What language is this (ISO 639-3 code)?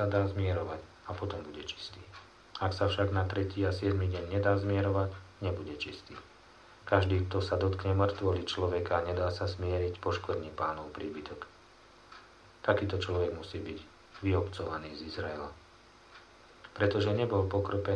slk